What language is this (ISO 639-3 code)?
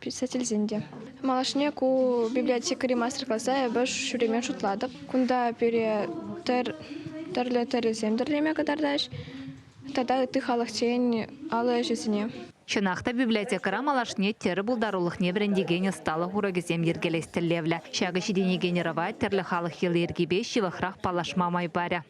chv